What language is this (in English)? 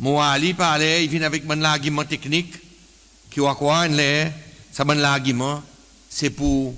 Seselwa Creole French